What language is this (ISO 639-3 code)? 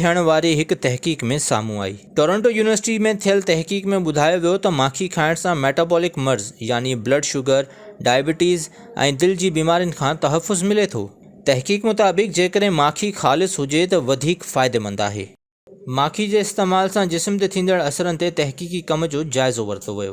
snd